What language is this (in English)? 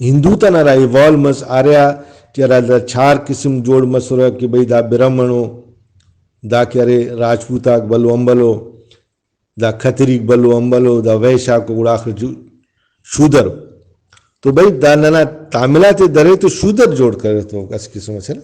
Brahui